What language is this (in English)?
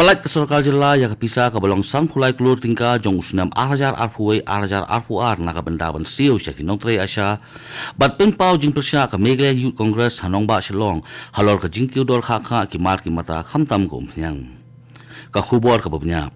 Khasi